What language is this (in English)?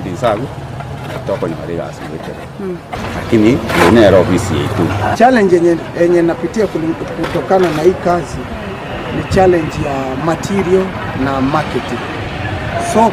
Gusii